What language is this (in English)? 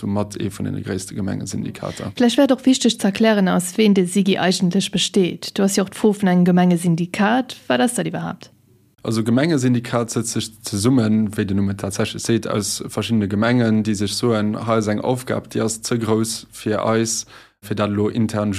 Luxembourgish